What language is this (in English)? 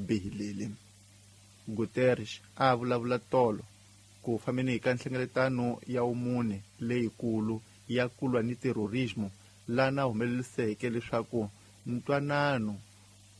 Tsonga